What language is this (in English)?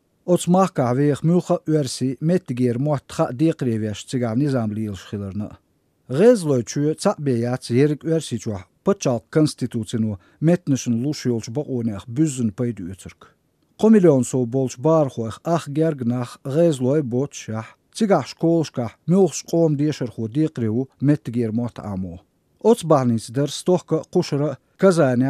Chechen